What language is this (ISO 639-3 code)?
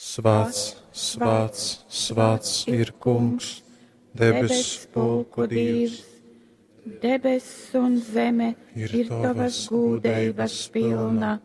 ltg